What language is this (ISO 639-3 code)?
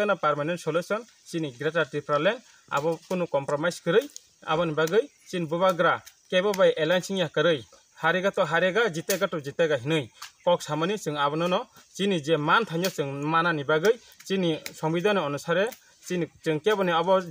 trp